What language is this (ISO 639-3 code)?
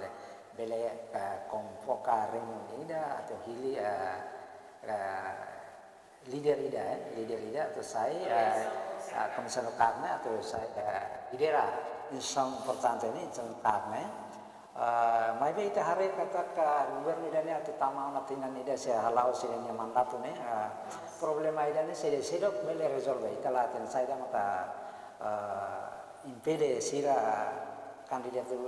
tet